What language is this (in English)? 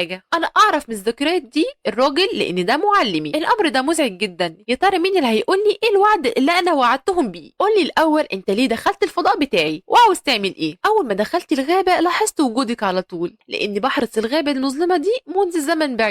Egyptian Arabic